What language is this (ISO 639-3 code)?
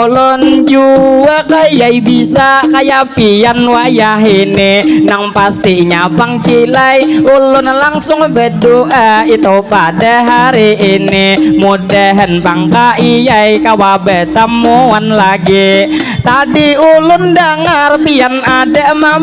bjn